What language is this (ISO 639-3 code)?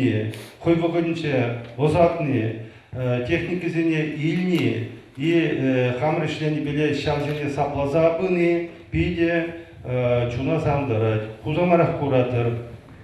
chv